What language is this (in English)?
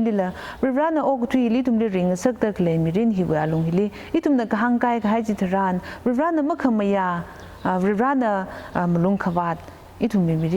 Tangkhul Naga (India)